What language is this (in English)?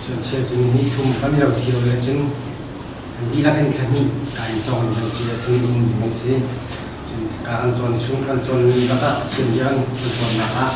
Hakha Chin